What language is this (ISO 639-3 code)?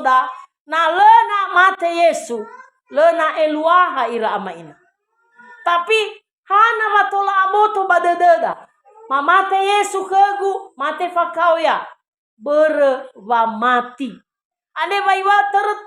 nia